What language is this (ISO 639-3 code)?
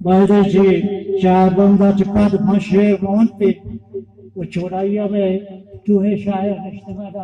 bal